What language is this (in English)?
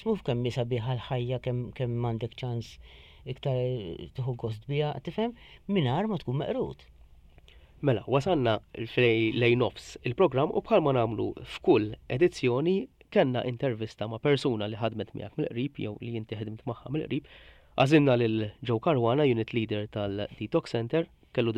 Maltese